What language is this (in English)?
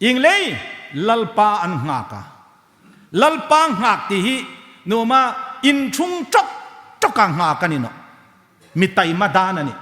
Hmar